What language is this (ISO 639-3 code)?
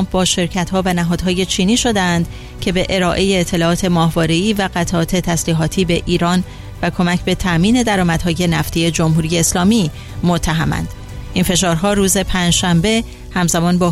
fas